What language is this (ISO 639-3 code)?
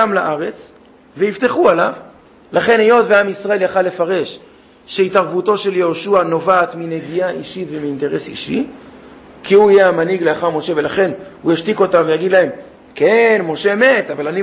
heb